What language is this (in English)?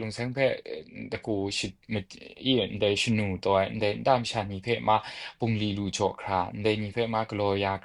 Kachin